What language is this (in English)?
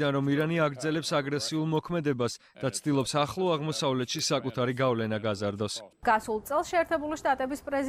Georgian